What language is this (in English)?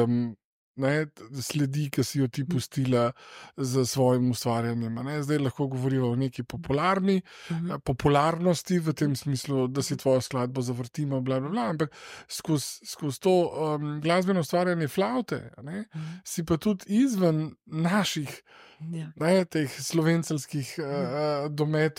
Slovenian